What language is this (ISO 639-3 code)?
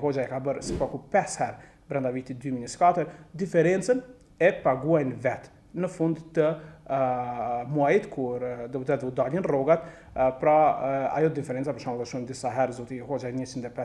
sqi